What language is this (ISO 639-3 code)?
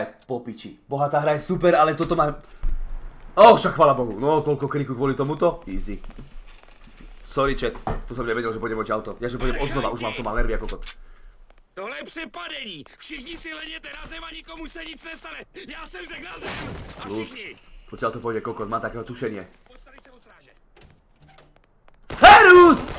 slk